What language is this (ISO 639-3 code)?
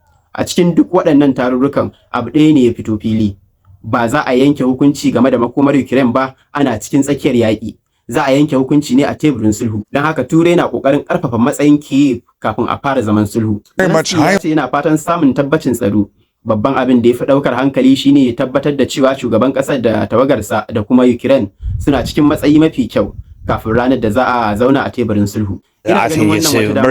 hau